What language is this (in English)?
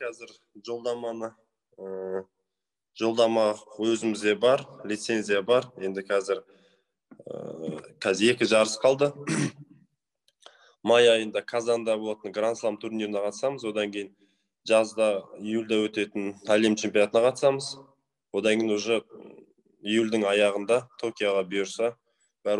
Kazakh